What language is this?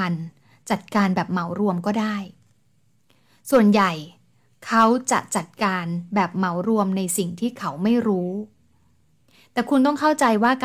Thai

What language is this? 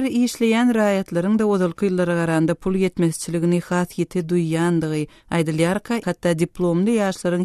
Turkmen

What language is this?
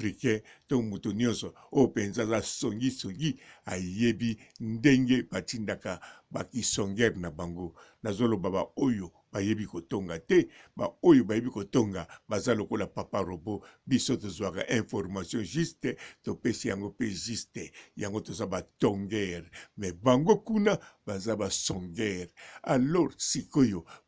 Lingala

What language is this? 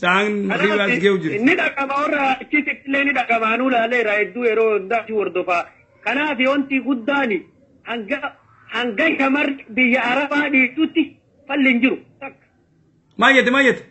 Oromo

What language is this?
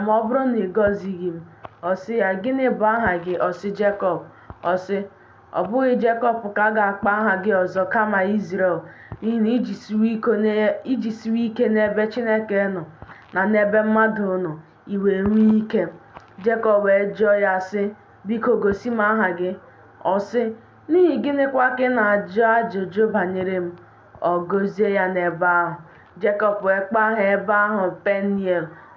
Igbo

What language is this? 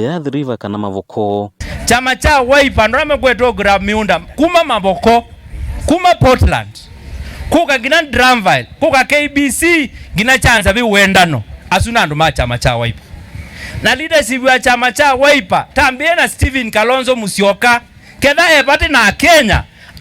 Kamba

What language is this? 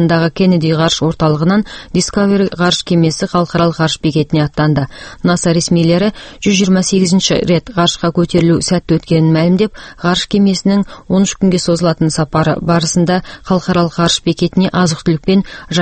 Kazakh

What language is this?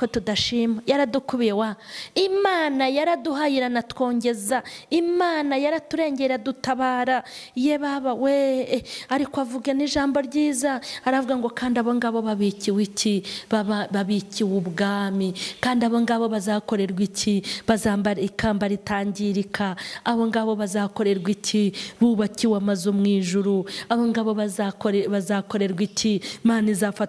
Kinyarwanda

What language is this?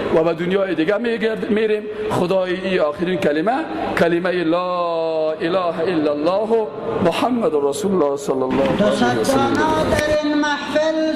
Persian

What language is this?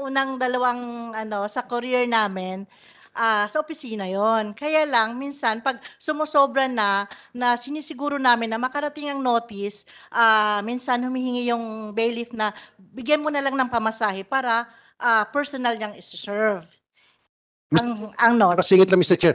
Filipino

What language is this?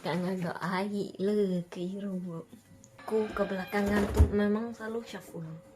Iban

